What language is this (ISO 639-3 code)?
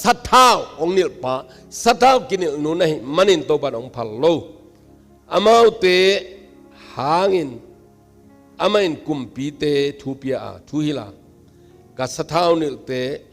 ctd